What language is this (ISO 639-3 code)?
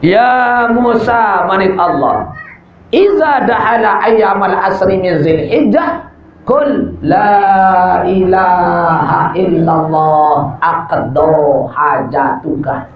sas